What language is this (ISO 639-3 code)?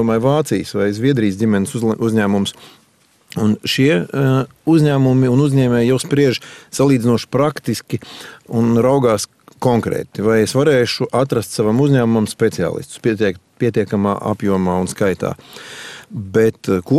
lav